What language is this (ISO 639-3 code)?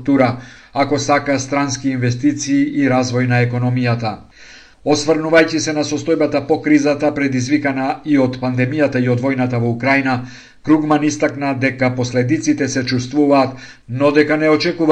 mkd